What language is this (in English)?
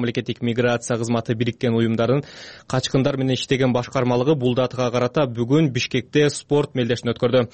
Kyrgyz